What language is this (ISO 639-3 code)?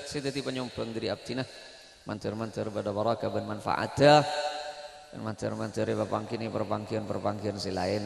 mad